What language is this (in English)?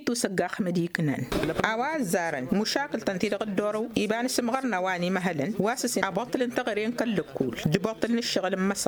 Tamasheq